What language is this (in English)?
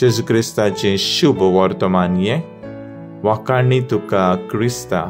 Konkani